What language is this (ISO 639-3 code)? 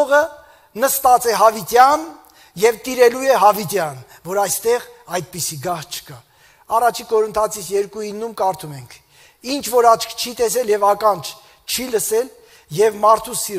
hye